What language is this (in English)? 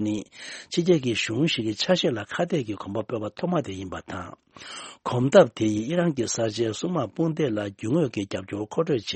Tibetan